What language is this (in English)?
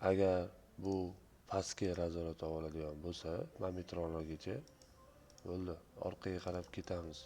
Uzbek